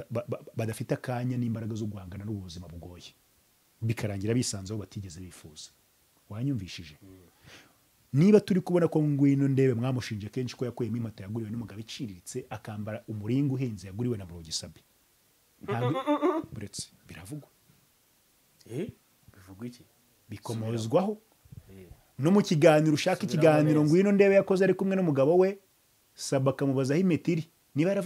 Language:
Kinyarwanda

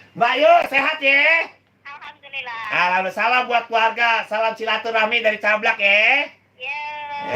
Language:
Betawi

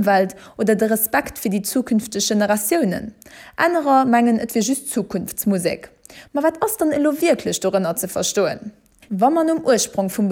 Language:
Luxembourgish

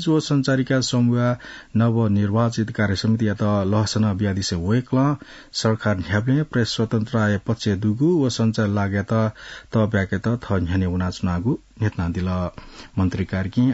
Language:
Newari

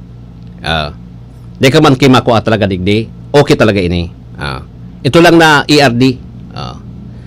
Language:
Bikol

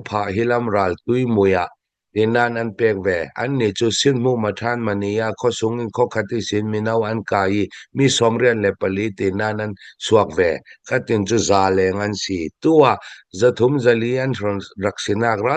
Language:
Hakha Chin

